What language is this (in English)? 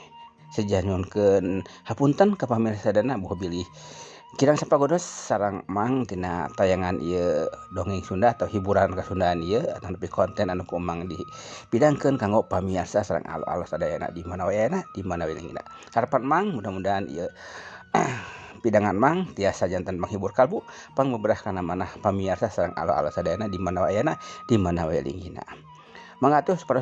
Sundanese